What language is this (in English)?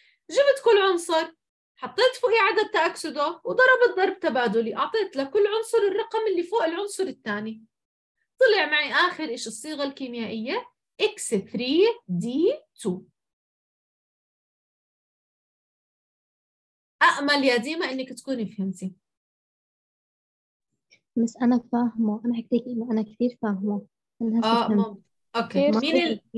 South Levantine Arabic